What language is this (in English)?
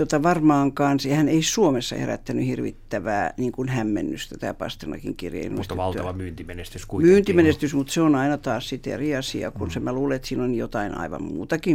Finnish